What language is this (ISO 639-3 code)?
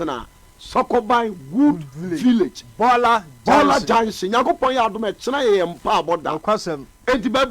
aka